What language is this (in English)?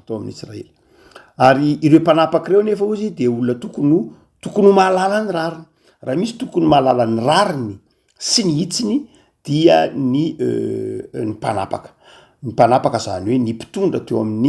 Malagasy